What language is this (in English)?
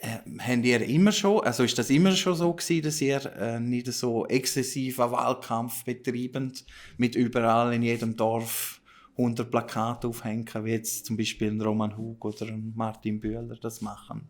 Swiss German